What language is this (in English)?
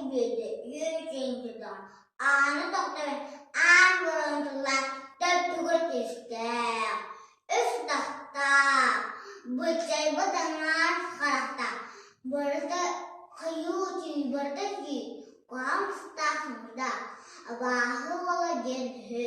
Yakut